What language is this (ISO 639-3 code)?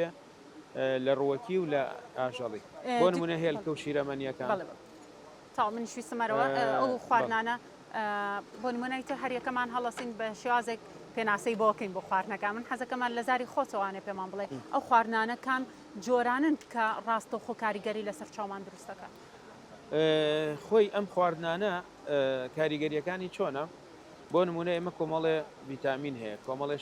ckb